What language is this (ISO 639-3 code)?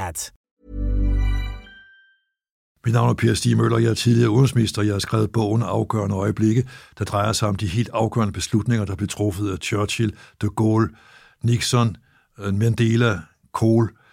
dan